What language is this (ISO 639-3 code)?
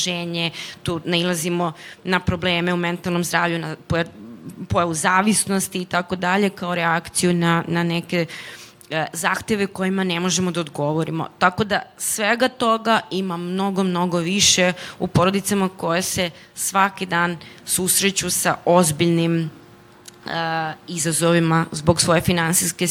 srp